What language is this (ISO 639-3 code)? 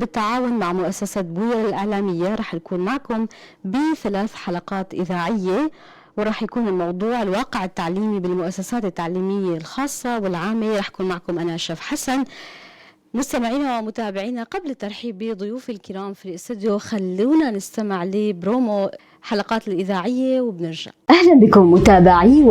apc